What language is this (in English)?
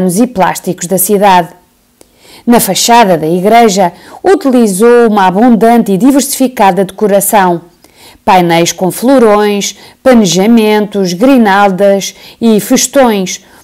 Portuguese